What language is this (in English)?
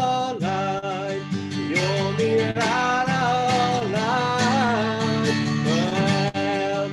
Plautdietsch